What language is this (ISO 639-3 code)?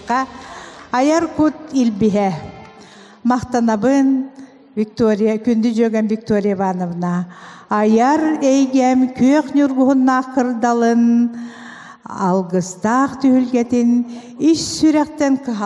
sah